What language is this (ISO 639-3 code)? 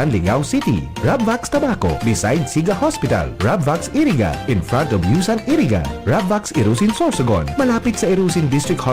bik